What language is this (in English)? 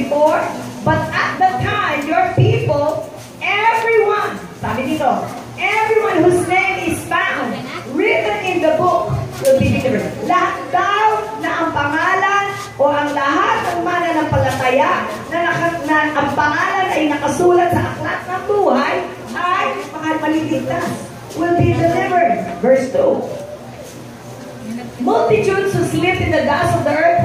Filipino